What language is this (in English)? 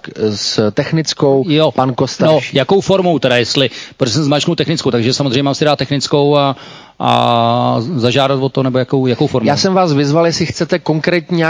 Czech